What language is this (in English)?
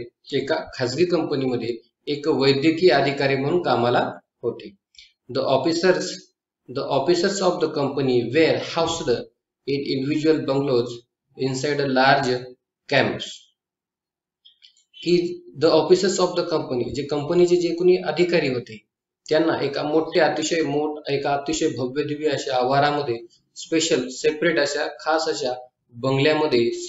Marathi